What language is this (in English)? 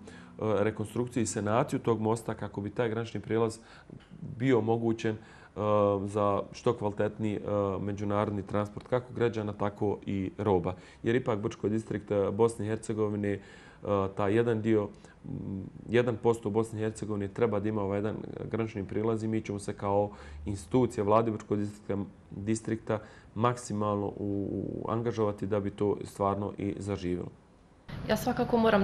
Bosnian